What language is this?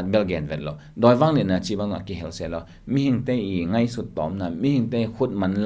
Tedim Chin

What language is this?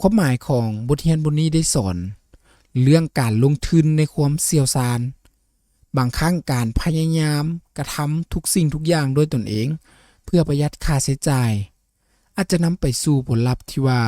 Lao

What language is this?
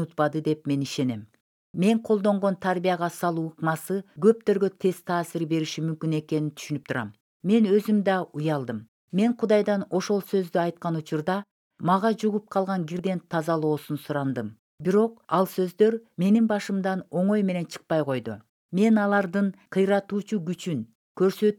Kyrgyz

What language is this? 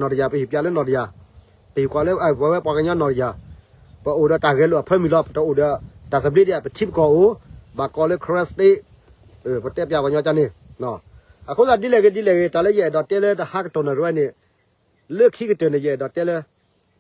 S'gaw Karen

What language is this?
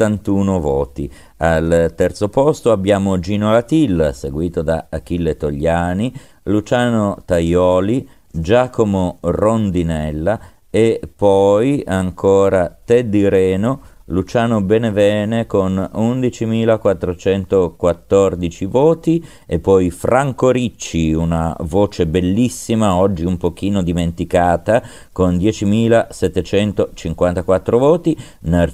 Italian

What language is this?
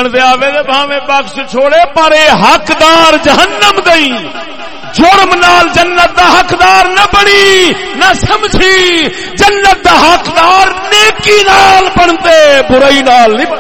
Saraiki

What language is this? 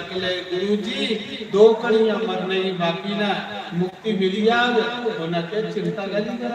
Dogri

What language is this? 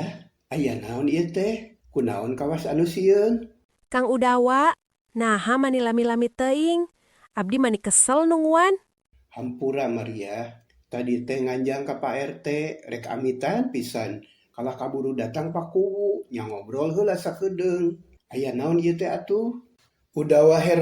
Sundanese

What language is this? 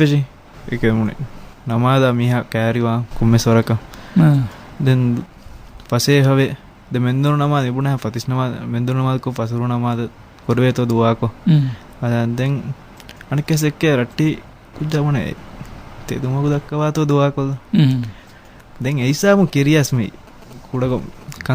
Divehi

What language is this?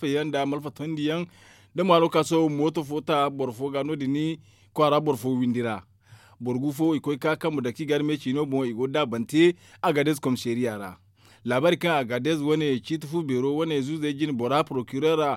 Zarma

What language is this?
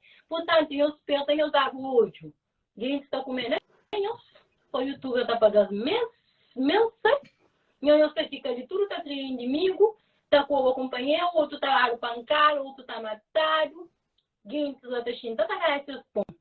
Kabuverdianu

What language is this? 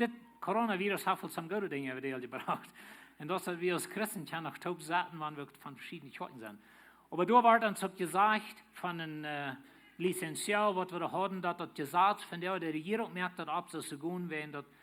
Plautdietsch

